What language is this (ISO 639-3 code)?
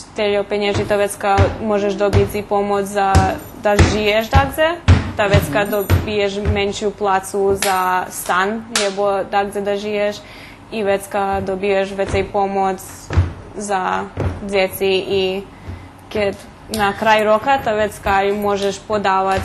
rue